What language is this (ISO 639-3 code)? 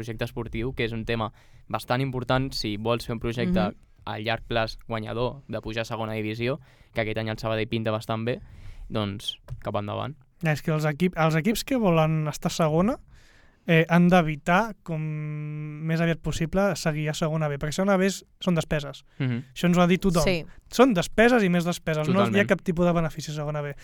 cat